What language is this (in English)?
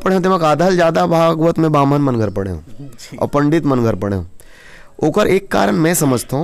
Chhattisgarhi